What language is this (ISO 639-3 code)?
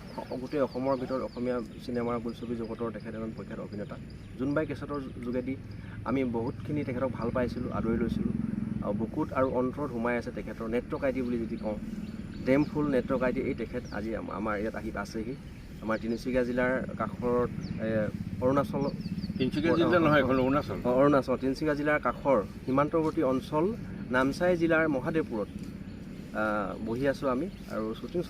asm